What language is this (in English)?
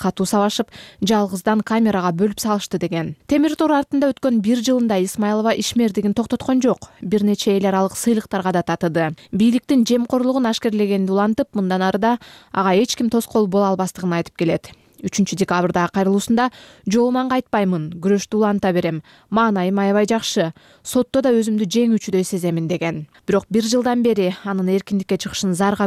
Kyrgyz